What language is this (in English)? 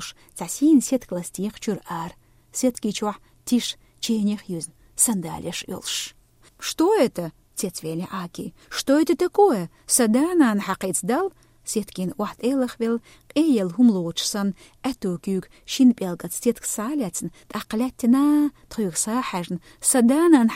Chechen